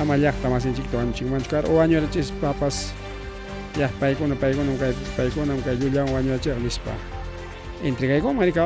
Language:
Ayacucho Quechua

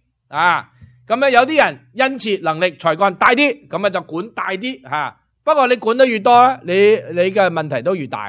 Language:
Cantonese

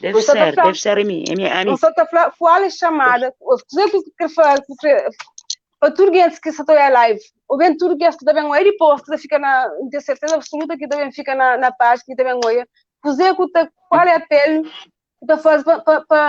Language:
Kabuverdianu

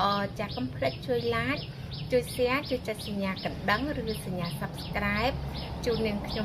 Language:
Khmer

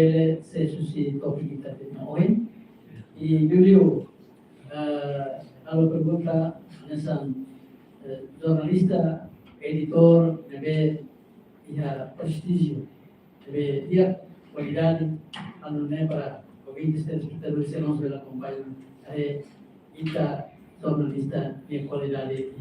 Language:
Tetum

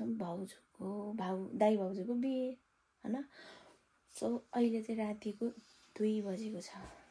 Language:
Nepali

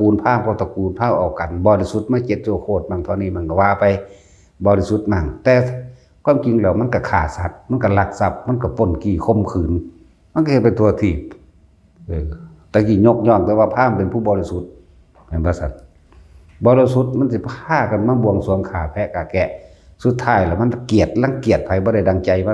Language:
Northeastern Thai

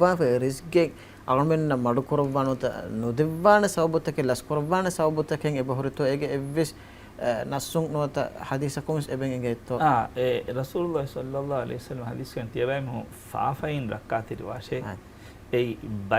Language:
Divehi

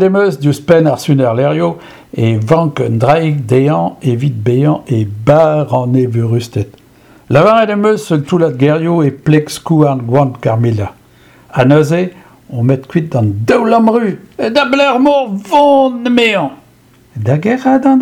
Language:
Breton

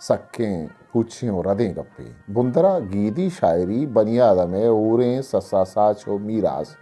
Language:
Eastern Balochi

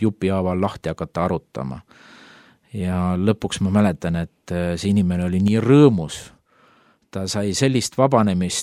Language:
Estonian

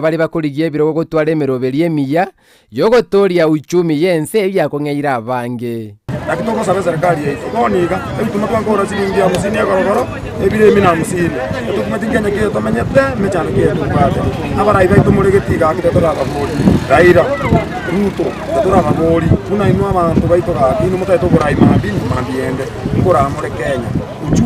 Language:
Gusii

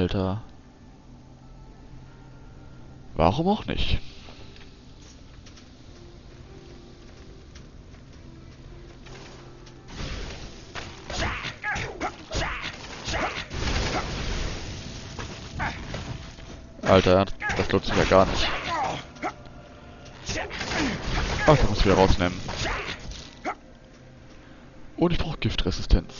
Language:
German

